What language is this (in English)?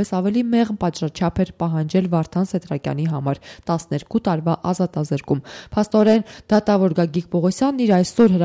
Armenian